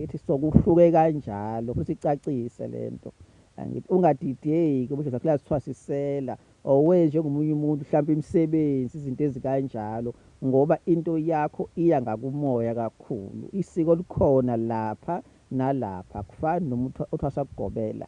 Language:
Zulu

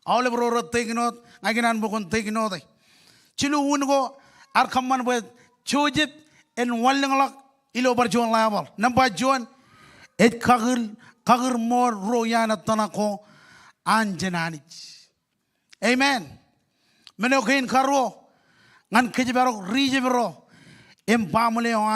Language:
Marshallese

